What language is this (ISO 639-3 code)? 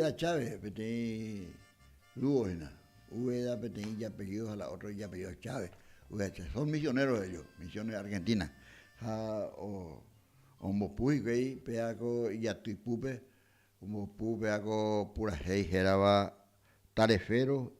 grn